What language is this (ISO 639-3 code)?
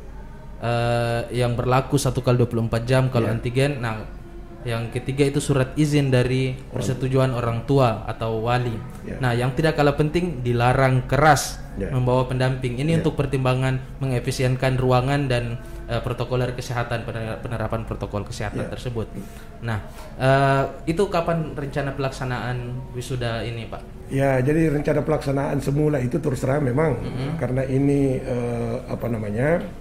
ind